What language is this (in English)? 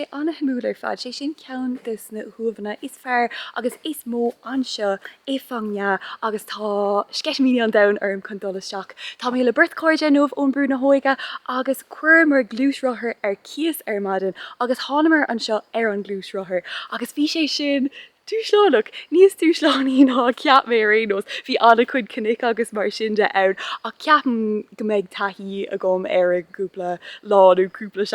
Irish